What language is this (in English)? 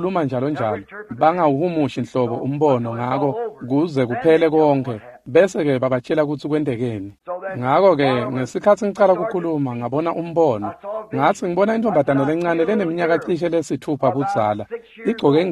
Swati